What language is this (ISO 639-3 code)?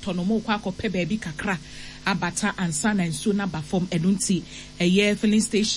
aka